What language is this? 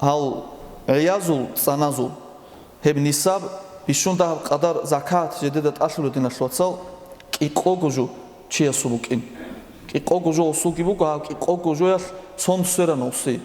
Avaric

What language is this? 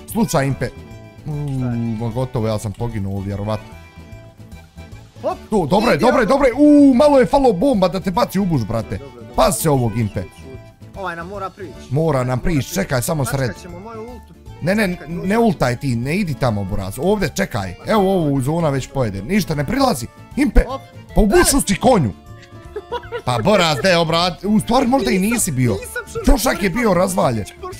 Bosnian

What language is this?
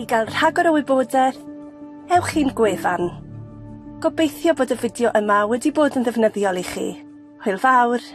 Welsh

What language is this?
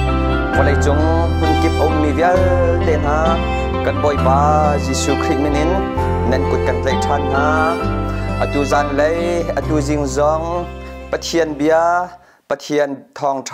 Hakha Chin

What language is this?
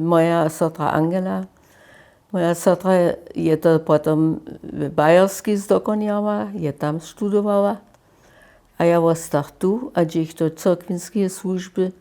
Upper Sorbian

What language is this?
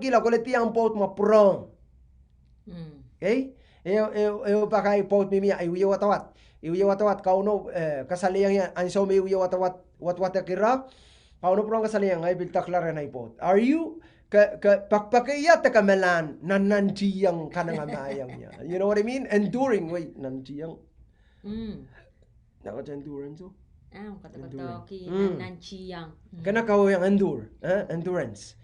Pohnpeian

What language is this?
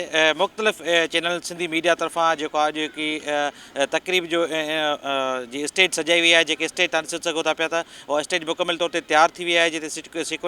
Sindhi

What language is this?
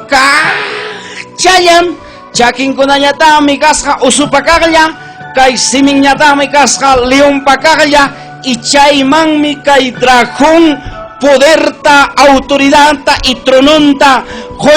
Ayacucho Quechua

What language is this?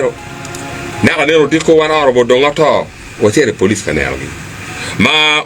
Acoli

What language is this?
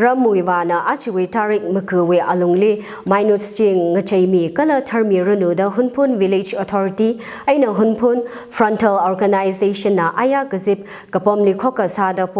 Tangkhul Naga (India)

